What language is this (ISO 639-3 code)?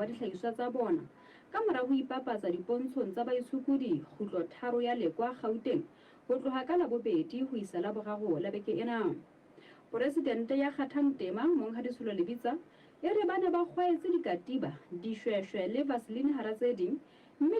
sot